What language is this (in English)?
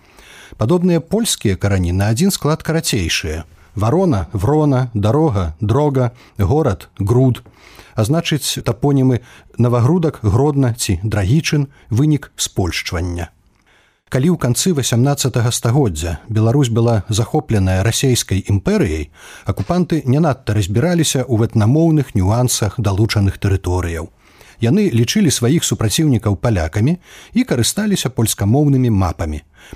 Belarusian